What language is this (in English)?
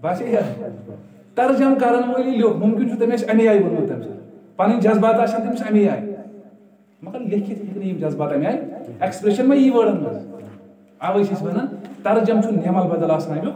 Kashmiri